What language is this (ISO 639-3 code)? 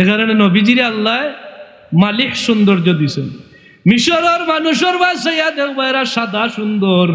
syl